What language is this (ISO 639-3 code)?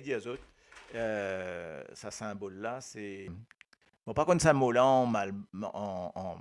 mfe